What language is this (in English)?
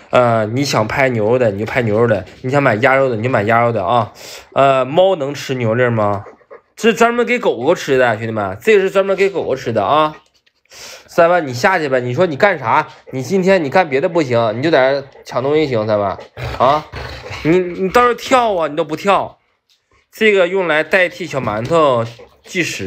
Chinese